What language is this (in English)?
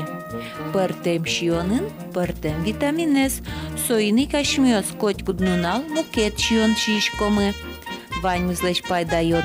Udmurt